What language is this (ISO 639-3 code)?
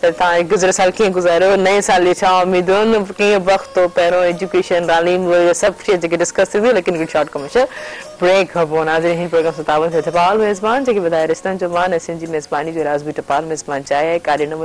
snd